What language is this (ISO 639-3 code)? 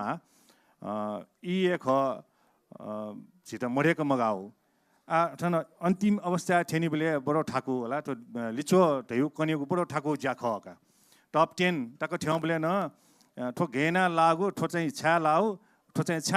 new